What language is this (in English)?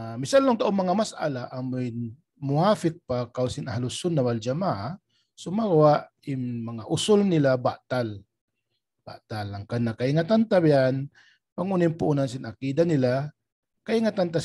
Tausug